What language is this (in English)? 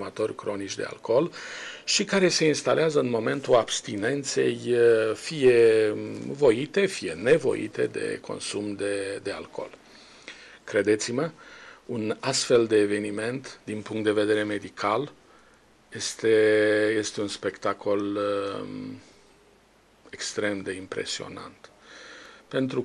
Romanian